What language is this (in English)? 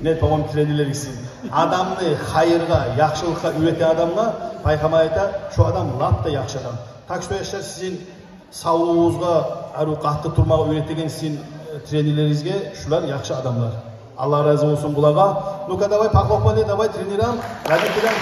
Kumyk